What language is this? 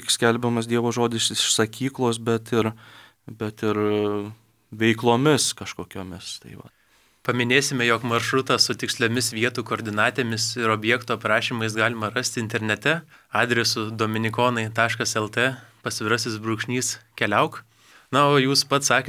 Lithuanian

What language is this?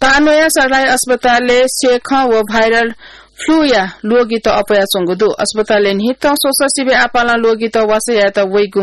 Newari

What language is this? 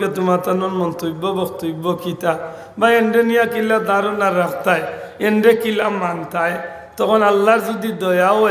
Sylheti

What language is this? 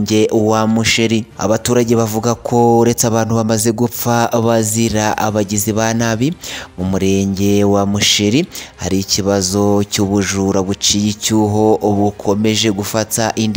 Kinyarwanda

